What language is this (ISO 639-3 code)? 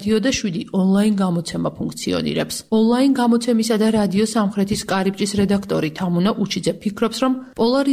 kat